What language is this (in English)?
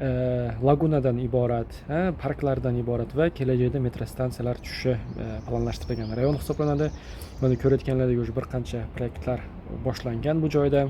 Uzbek